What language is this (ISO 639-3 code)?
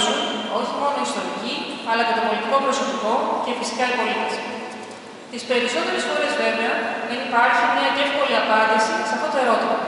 ell